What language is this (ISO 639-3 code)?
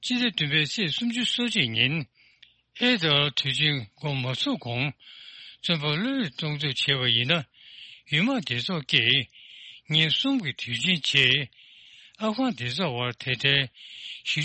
bod